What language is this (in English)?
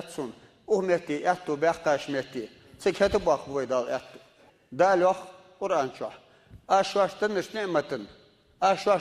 Ingush